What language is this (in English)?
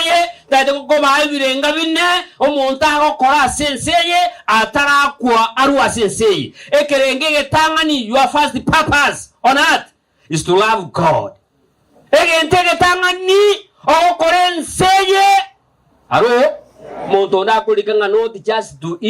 Gusii